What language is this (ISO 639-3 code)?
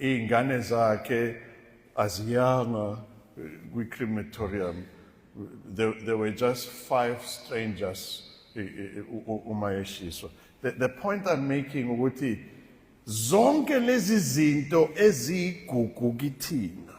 zul